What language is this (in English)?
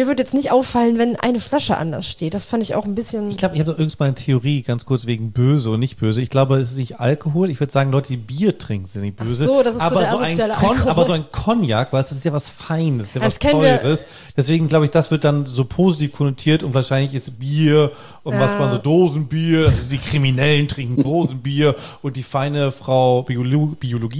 German